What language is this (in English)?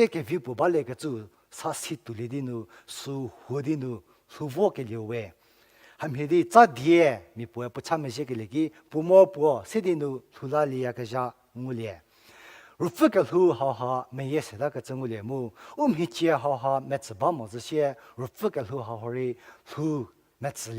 Angami Naga